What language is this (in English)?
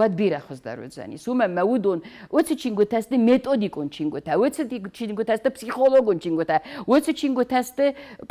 Ossetic